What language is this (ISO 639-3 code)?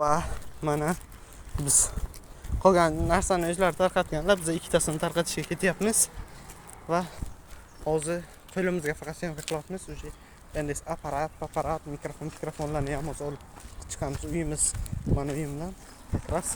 uzb